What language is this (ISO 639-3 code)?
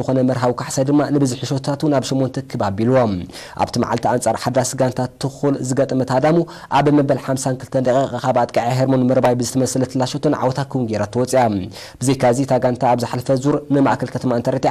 tir